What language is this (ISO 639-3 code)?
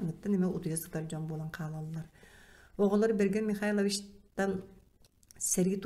sah